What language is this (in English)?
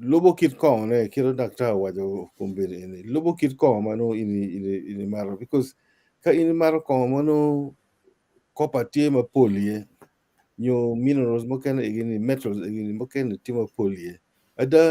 Acoli